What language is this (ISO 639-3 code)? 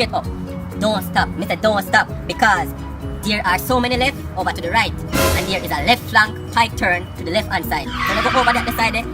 jam